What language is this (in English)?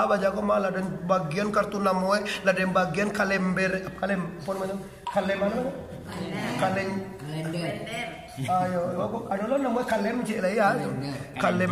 Minangkabau